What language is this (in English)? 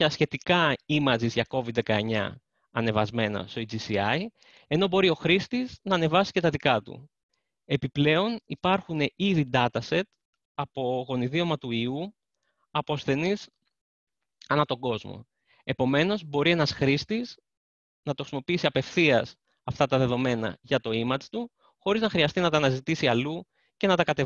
Greek